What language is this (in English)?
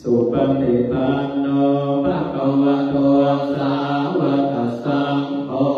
Pali